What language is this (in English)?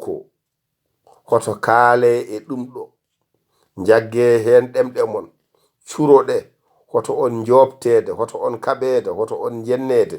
Fula